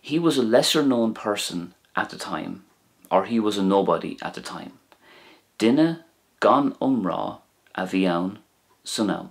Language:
Irish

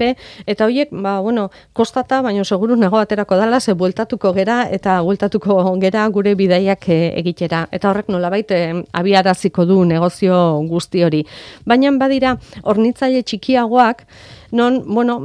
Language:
Basque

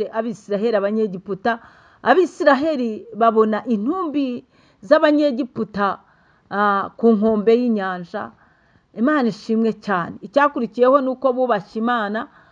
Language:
Kinyarwanda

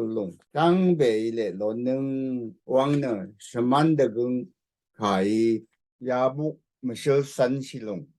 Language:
Rawang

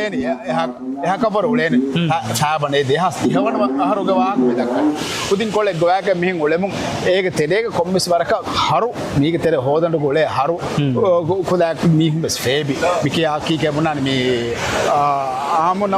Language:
Divehi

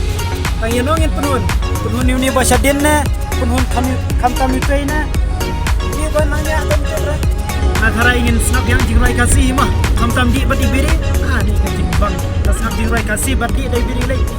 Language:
Khasi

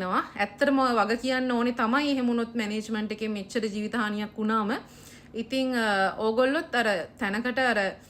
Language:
Sinhala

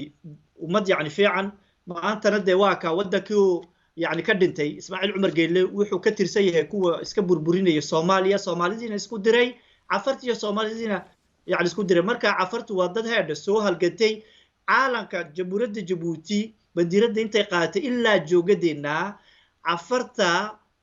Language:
Somali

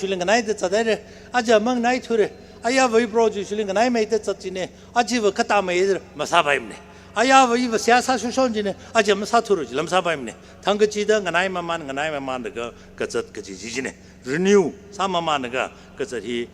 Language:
Tangkhul Naga (India)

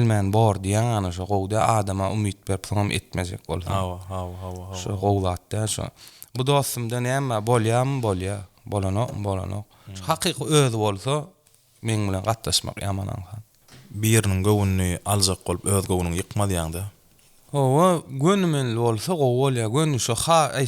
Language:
Turkmen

